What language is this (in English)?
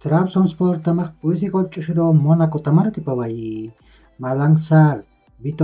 Aymara